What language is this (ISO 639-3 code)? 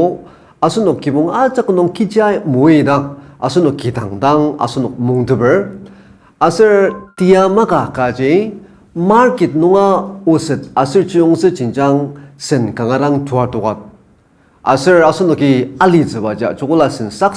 njo